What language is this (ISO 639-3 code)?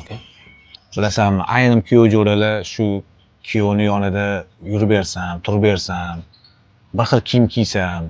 uzb